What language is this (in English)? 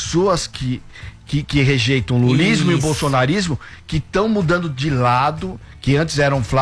Portuguese